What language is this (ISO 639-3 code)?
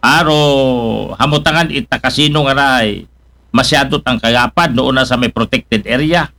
akl